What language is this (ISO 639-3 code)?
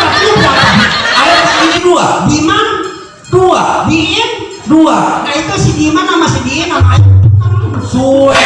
bew